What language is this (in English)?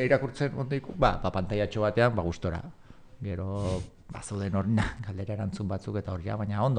Basque